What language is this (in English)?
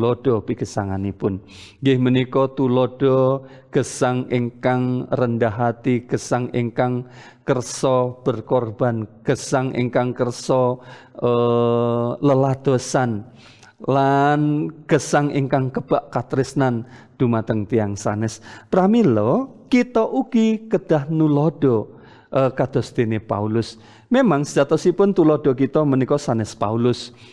Javanese